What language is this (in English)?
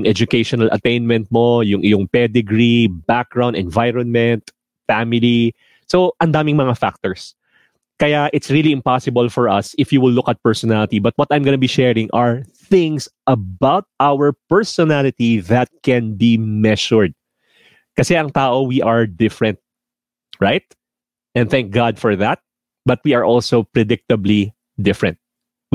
Filipino